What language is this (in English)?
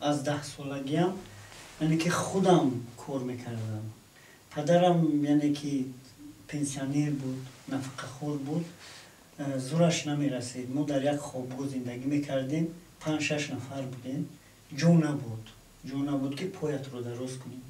Tajik